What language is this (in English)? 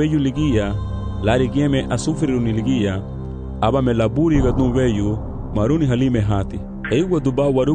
Garifuna